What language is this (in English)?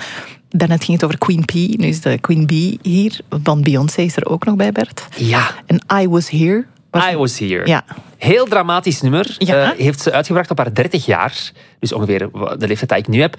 Dutch